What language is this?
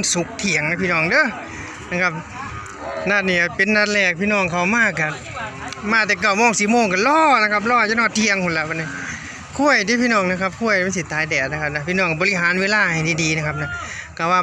Northeastern Thai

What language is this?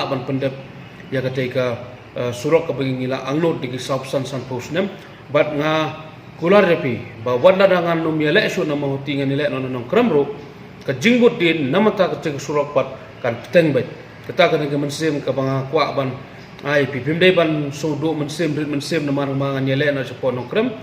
Khasi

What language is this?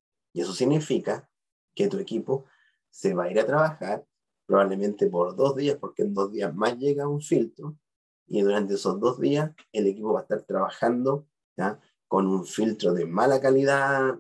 Spanish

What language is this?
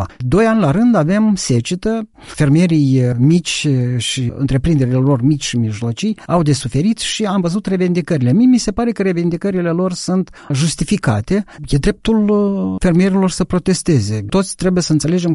Romanian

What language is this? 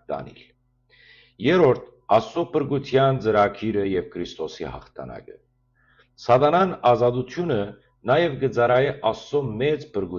Western Armenian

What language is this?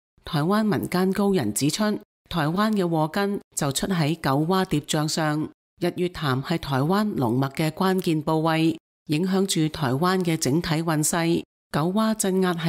Cantonese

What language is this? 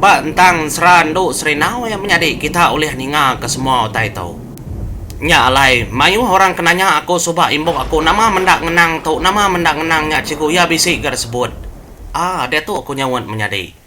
Iban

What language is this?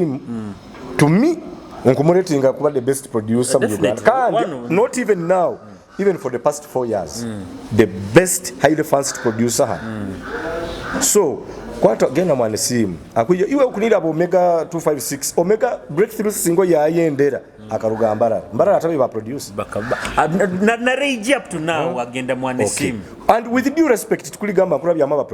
Nyoro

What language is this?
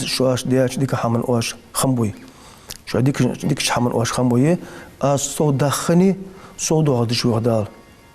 Ingush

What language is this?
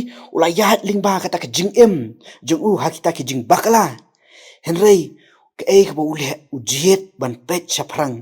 Khasi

